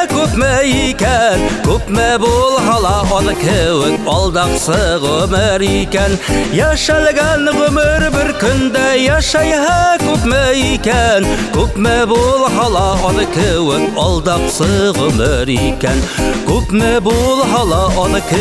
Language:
Bashkir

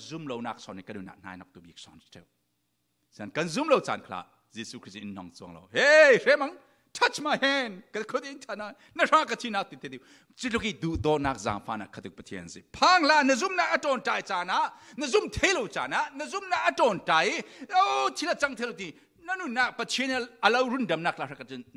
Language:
Falam Chin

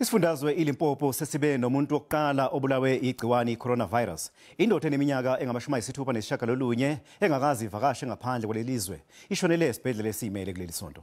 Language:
Zulu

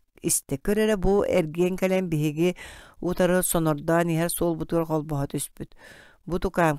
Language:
Yakut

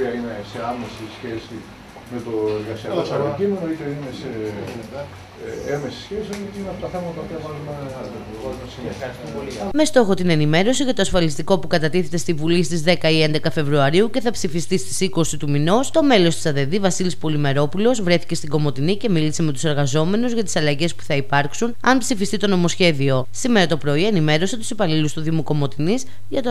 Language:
Greek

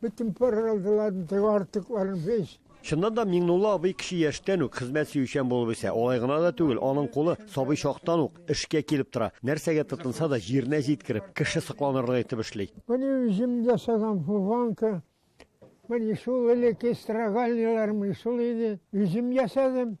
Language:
Tatar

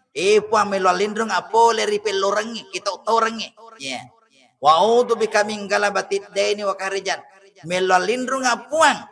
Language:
Buginese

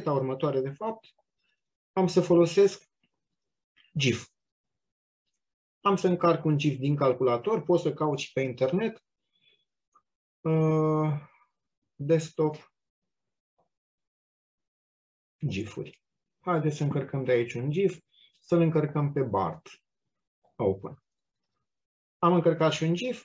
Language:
Romanian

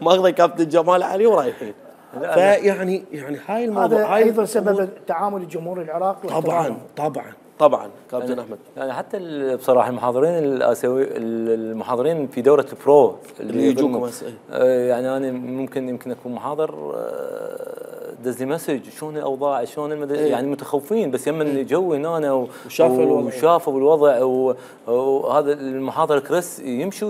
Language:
Mesopotamian Arabic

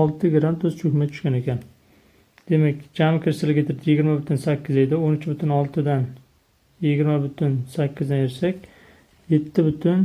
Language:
Uzbek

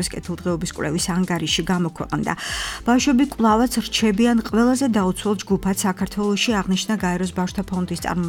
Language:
Georgian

